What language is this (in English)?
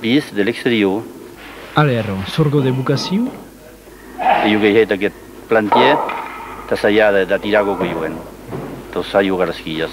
Occitan